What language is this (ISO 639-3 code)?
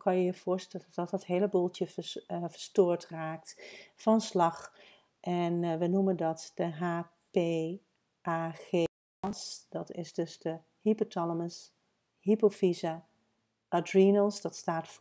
nld